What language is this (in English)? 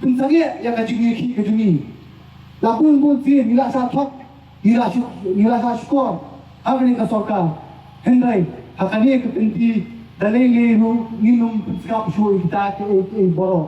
Khasi